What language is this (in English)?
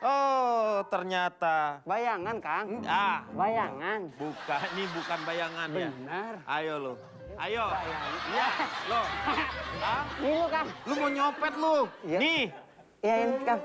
Betawi